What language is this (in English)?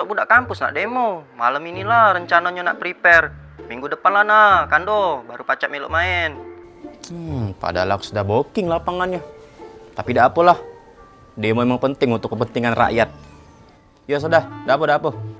Musi